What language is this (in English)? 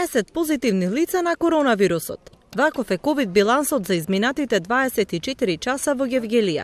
Macedonian